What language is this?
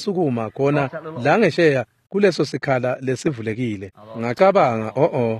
Swati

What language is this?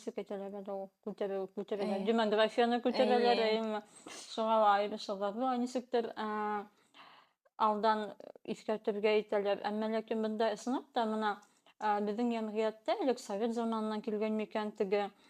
Bashkir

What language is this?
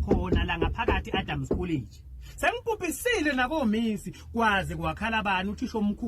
Zulu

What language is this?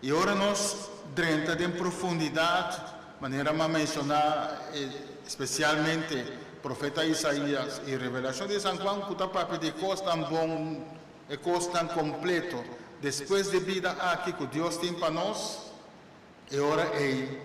Papiamento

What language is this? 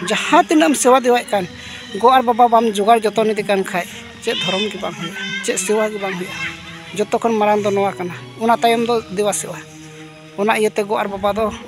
Santali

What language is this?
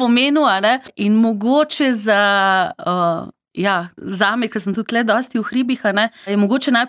Slovenian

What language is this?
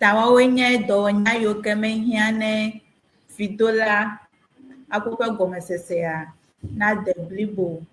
Ewe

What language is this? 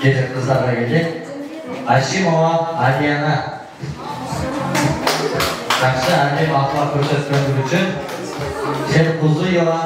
Kyrgyz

